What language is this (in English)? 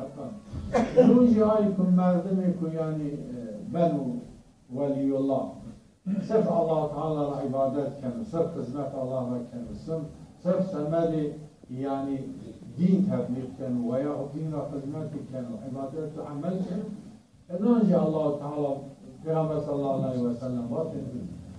Zaza